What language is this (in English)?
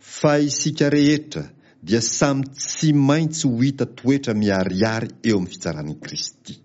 Malagasy